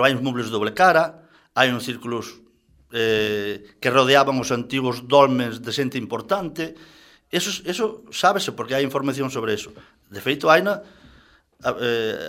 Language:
Galician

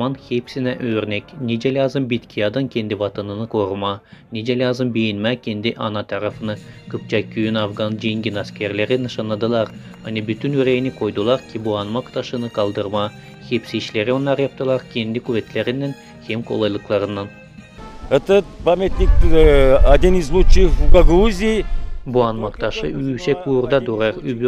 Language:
Gagauz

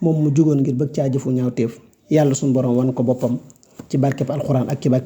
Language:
Wolof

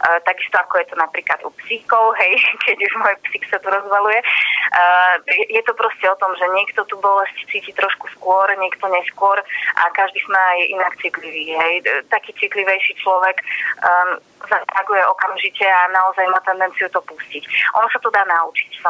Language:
Slovak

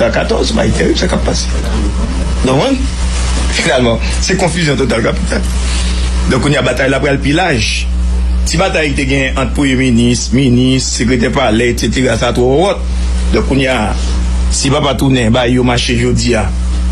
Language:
Haitian Creole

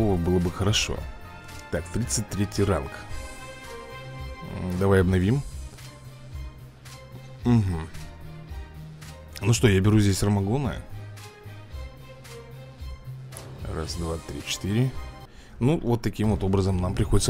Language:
Russian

